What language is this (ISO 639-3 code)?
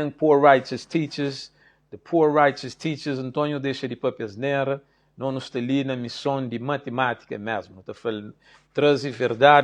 kea